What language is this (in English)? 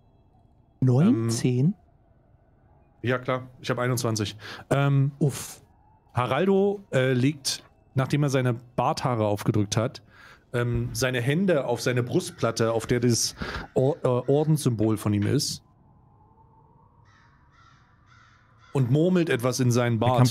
German